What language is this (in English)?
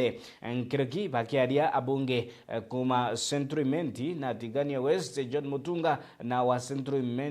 Meru